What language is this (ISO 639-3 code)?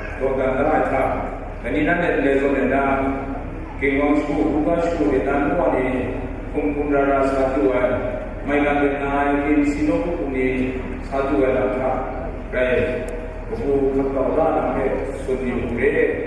kac